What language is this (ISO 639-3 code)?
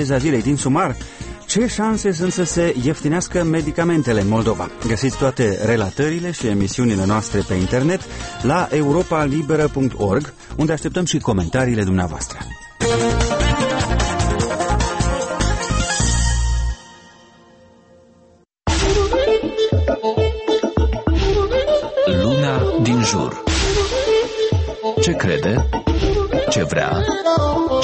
ron